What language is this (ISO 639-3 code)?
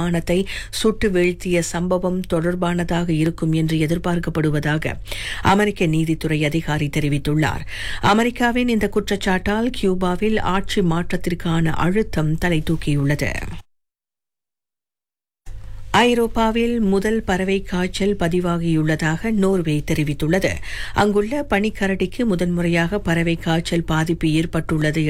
tam